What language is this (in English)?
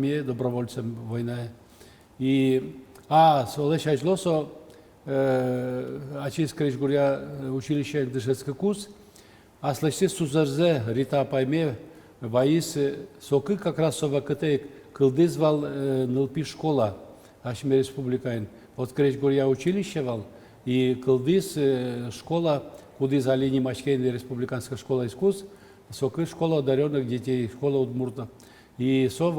Udmurt